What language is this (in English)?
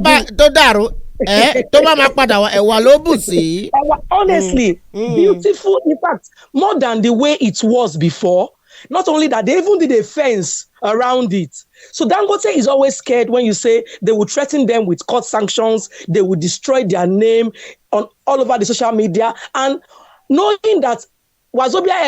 Nigerian Pidgin